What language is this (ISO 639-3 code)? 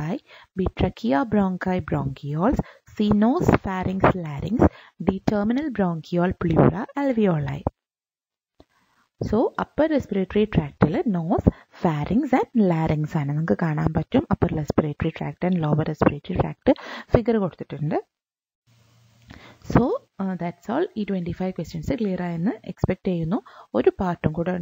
mal